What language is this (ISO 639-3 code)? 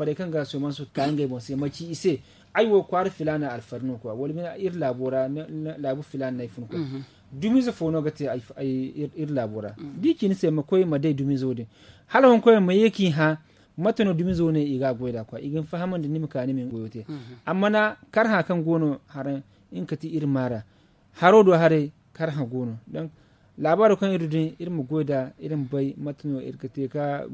dje